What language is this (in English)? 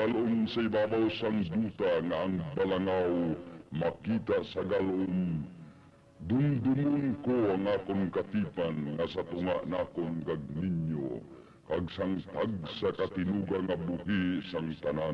Hiligaynon